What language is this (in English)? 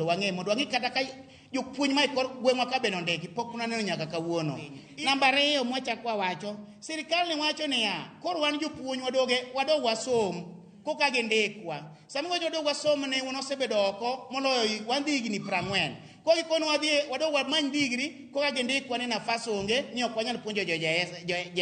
Luo (Kenya and Tanzania)